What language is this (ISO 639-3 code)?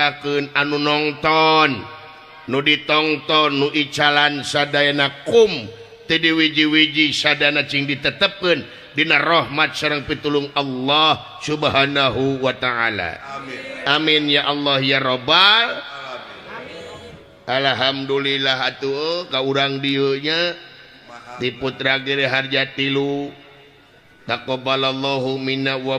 sun